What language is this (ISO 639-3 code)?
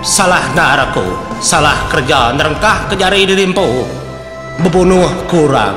iba